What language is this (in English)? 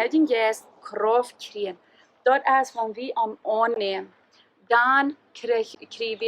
Plautdietsch